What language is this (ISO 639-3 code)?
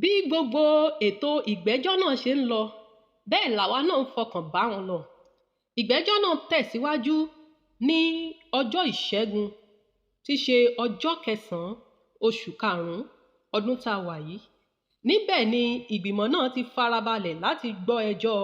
yor